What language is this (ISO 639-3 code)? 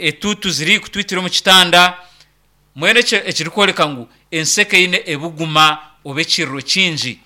nyn